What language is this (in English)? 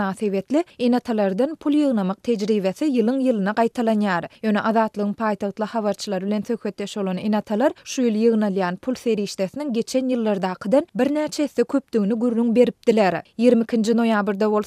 Turkmen